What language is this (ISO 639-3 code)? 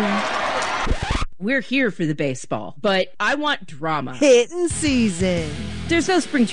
eng